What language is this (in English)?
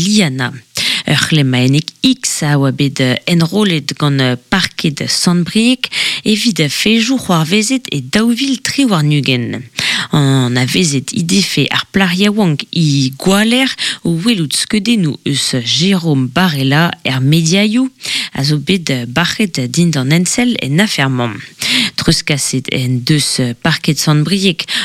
Breton